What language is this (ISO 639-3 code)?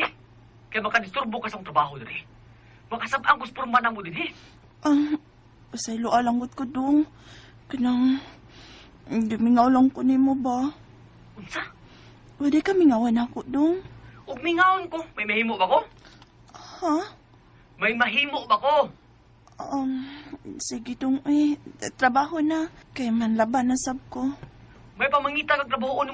ceb